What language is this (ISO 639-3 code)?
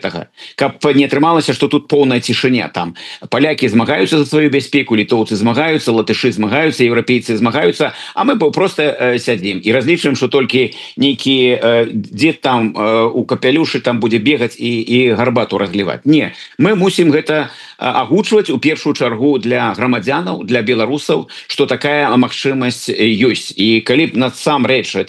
bel